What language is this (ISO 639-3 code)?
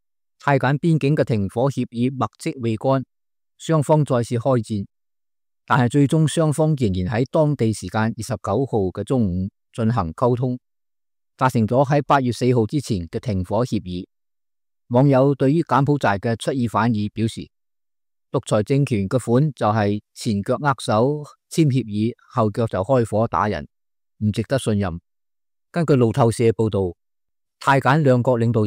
yue